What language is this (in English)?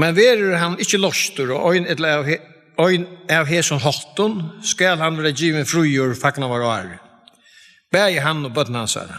Faroese